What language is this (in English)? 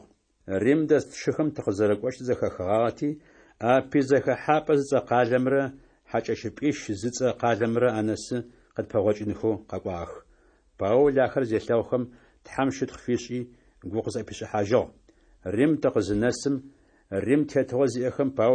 Adyghe